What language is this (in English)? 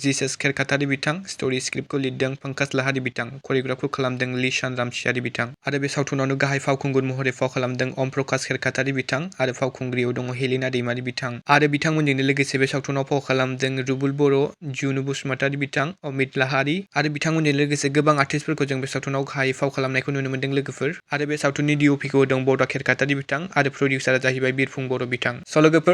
Bodo